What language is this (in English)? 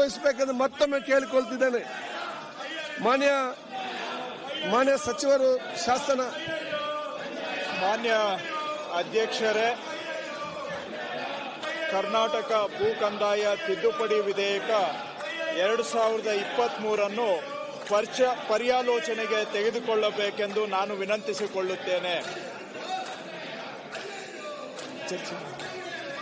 Kannada